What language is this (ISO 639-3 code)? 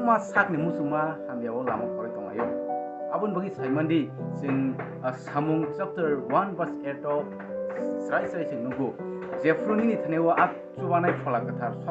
trp